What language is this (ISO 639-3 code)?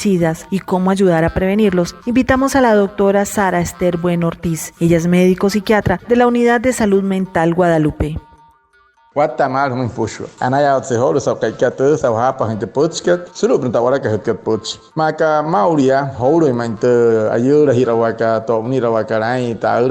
guc